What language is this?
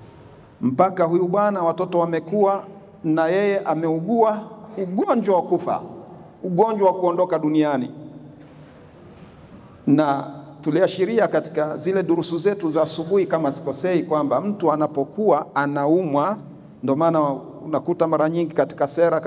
Swahili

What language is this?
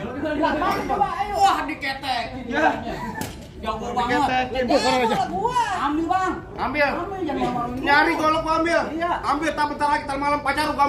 Betawi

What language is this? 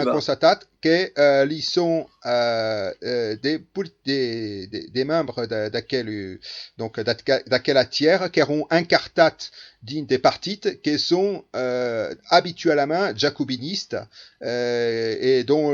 Occitan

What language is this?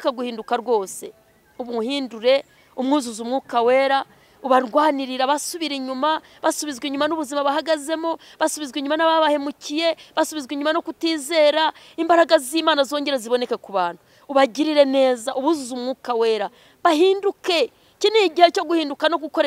Kinyarwanda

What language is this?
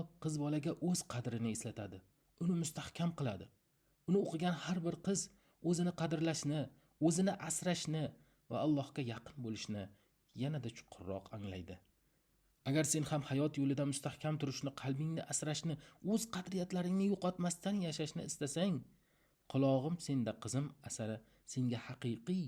Uzbek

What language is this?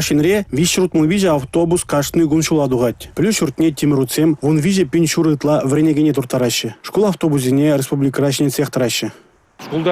Chuvash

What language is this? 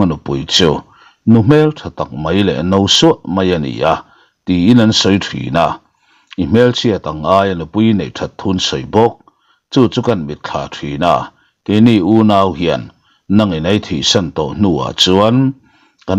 Mizo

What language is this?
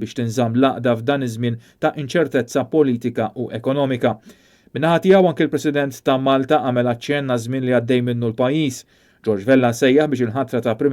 Maltese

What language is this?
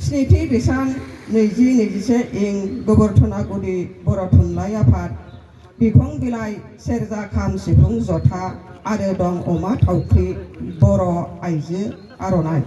Bodo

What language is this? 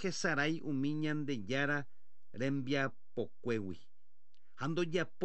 Guarani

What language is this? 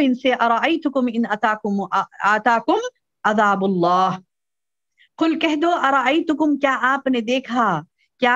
Urdu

